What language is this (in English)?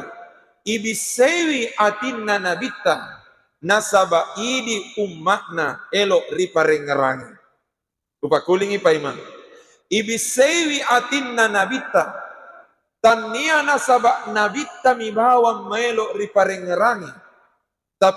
Buginese